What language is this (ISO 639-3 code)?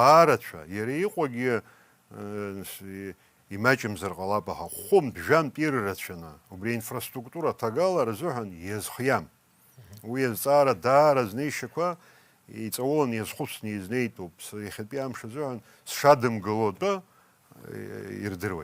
abk